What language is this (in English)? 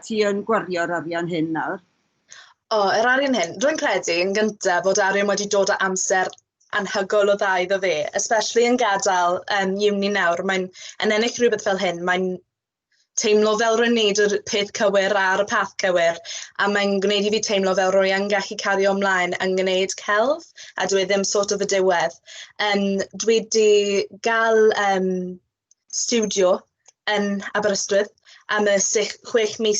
Welsh